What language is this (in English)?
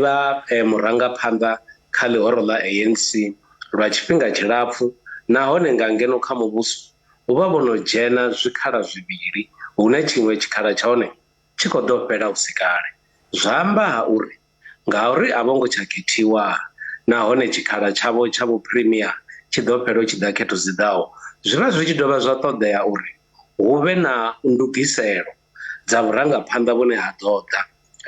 Venda